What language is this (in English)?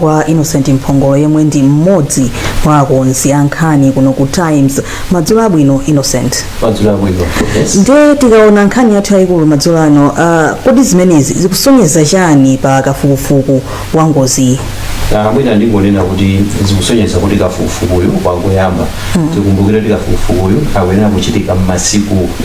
Nyanja